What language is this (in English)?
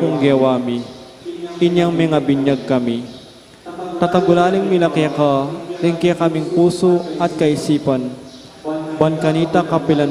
Pampanga